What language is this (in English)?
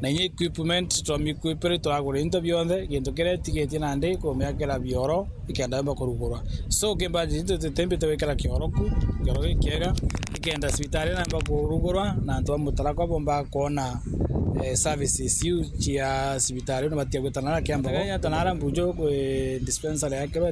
Meru